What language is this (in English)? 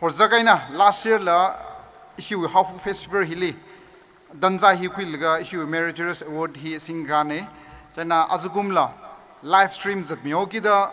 Tangkhul Naga (India)